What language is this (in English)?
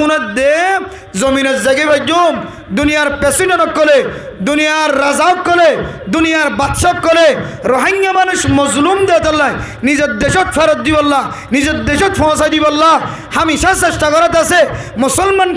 Rohingya